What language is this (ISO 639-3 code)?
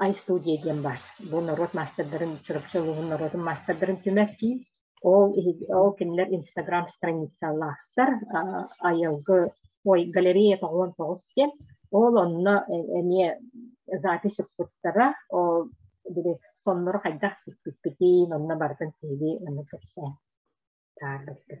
sah